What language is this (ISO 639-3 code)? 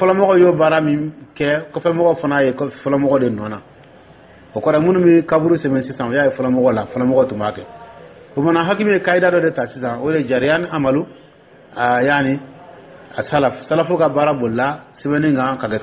dyu